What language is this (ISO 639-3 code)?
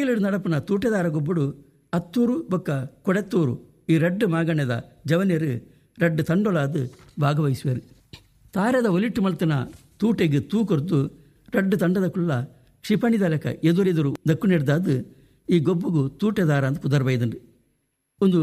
tcy